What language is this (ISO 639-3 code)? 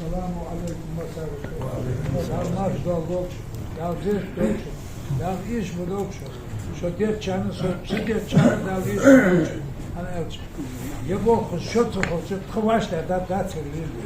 inh